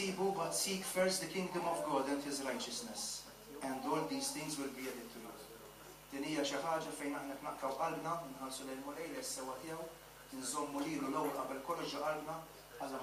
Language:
Maltese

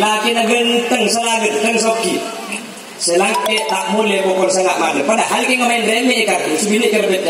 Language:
Madurese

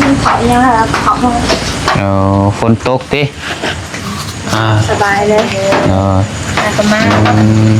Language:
Northeastern Thai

